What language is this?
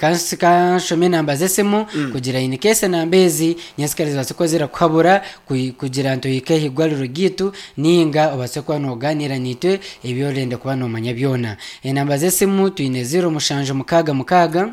Nyankole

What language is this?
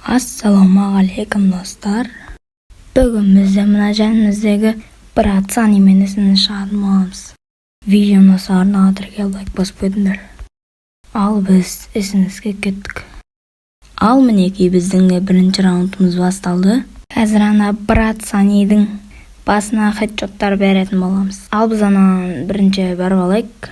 Kazakh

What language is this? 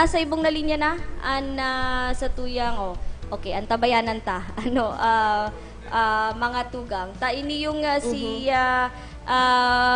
Bikol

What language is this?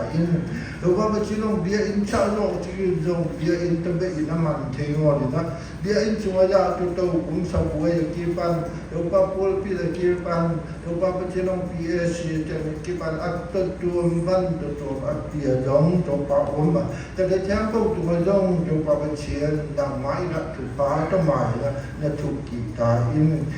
Siyin Chin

